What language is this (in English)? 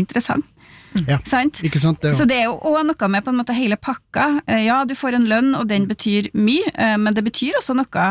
Norwegian